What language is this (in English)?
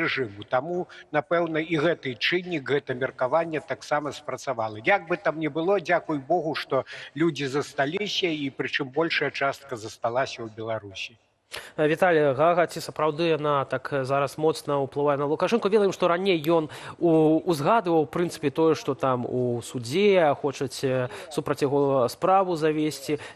Belarusian